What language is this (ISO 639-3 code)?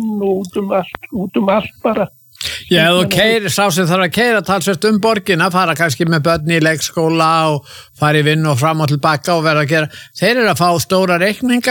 isl